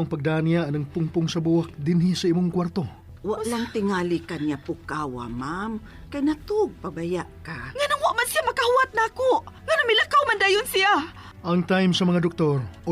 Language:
Cebuano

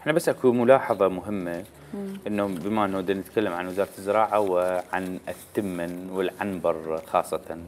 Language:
Mesopotamian Arabic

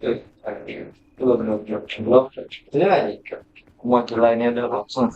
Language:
Banjar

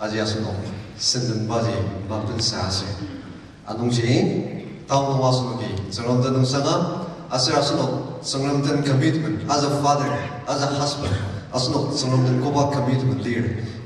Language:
Ao Naga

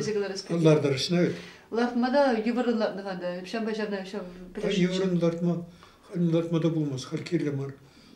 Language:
Chuvash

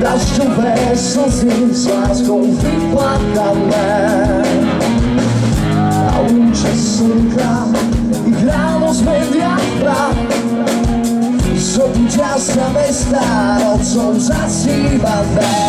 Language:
Slovak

